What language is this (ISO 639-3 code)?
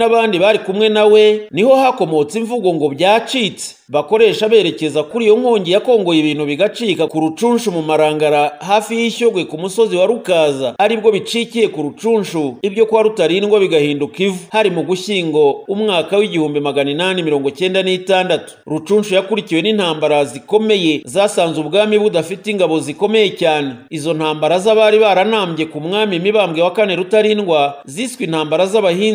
kin